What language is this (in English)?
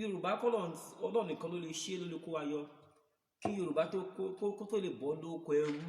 Yoruba